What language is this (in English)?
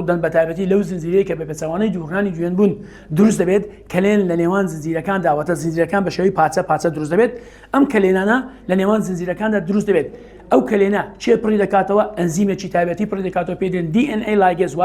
Central Kurdish